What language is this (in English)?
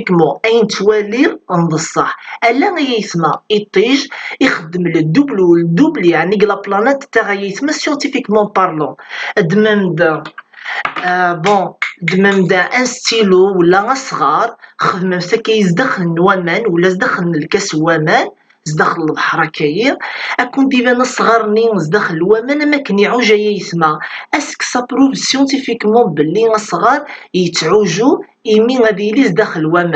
Kabyle